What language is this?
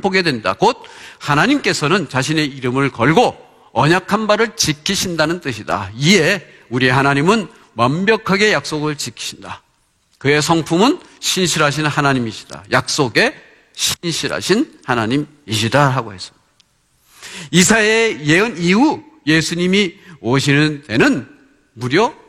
Korean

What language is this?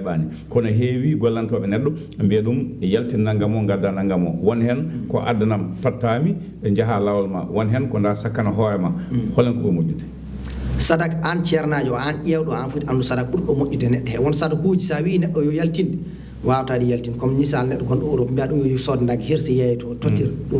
Fula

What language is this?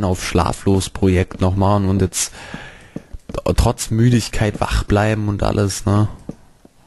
German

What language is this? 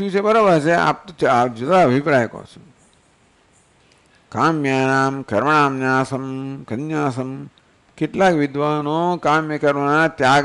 Gujarati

